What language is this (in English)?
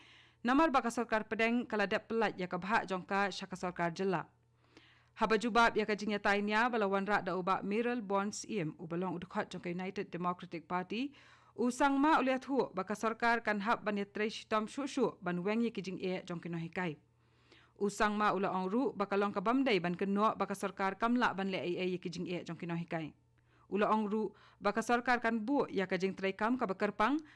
Khasi